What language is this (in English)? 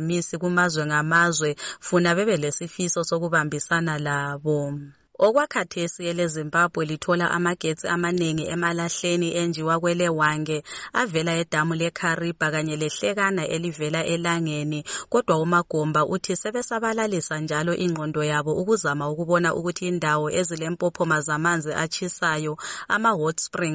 North Ndebele